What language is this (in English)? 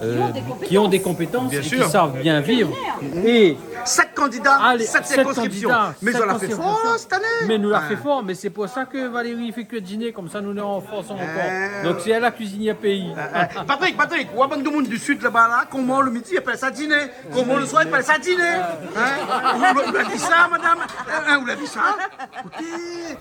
Réunion Creole French